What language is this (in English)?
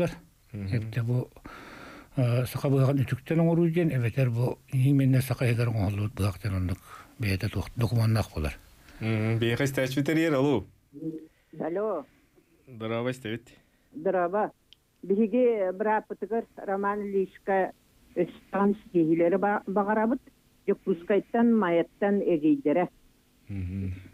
Yakut